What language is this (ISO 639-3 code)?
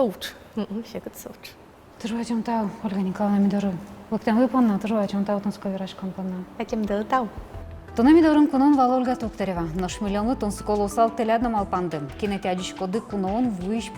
udm